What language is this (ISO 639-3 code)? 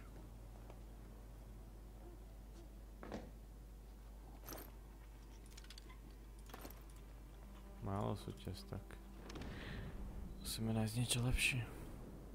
slk